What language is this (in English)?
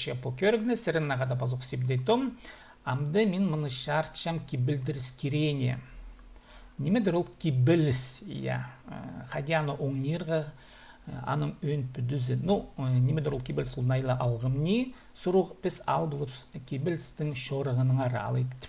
Khakas